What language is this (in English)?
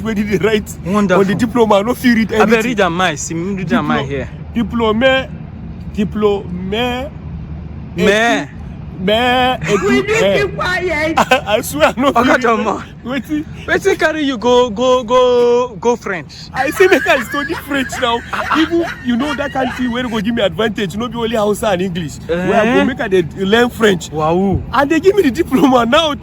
Nigerian Pidgin